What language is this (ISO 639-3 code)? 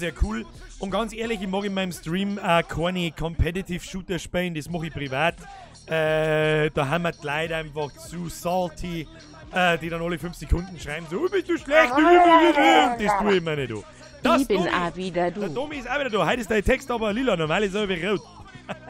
bar